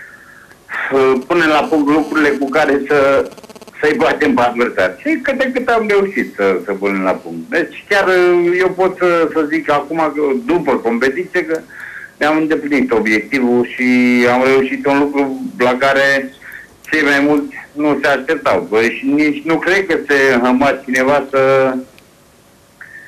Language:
Romanian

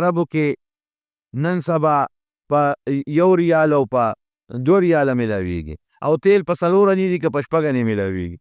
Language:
Pashto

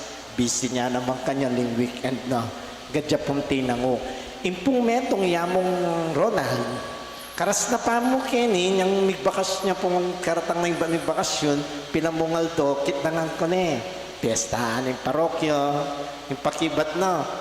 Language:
Pampanga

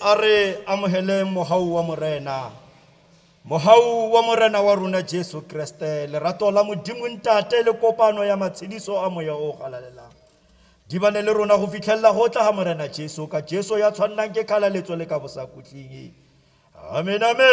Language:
Tswana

